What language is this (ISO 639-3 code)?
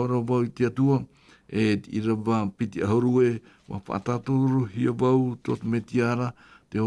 tah